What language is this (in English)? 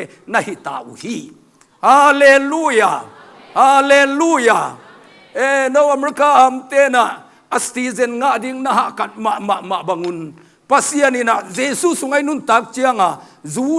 Tedim Chin